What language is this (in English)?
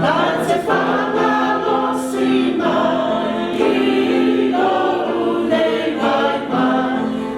Samoan